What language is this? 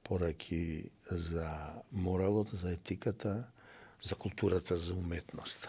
Macedonian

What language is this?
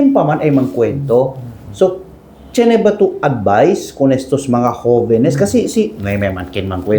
Chavacano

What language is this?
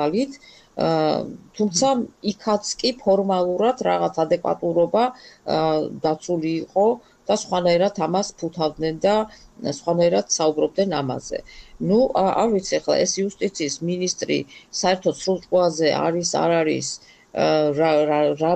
Georgian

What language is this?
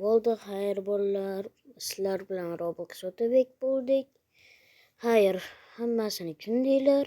Uzbek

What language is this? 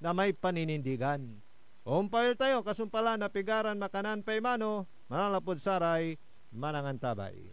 Pangasinan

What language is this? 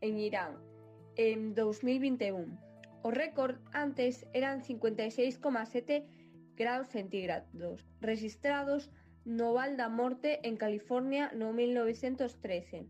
Galician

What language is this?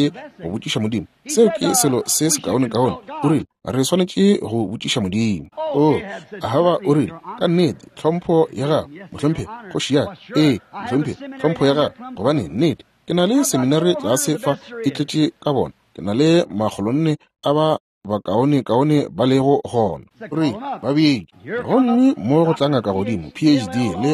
Northern Sotho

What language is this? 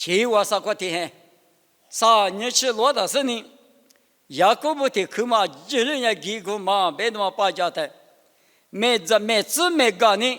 Lisu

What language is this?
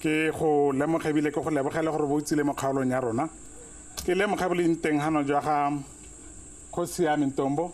Tswana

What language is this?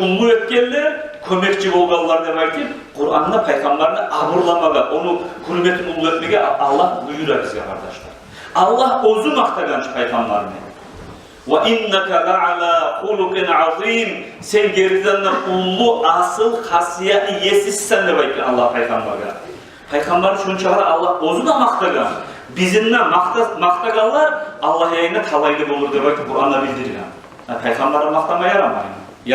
Kumyk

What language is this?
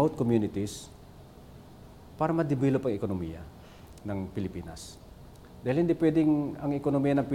Filipino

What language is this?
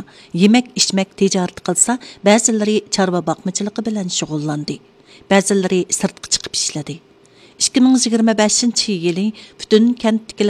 Uyghur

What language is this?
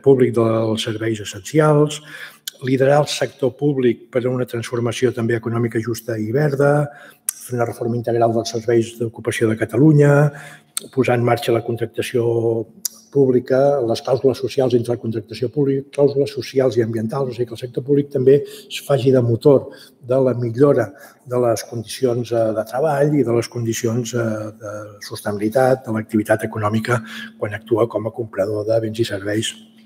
Catalan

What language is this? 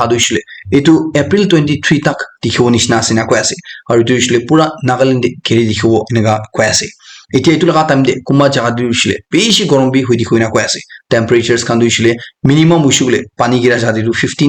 Naga Pidgin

